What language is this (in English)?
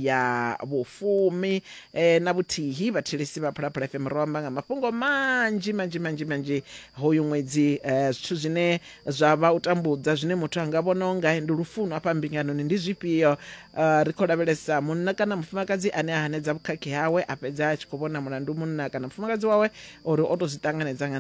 Venda